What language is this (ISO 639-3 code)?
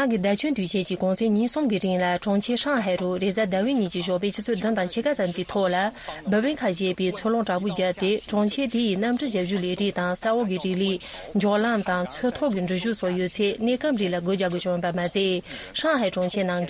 bod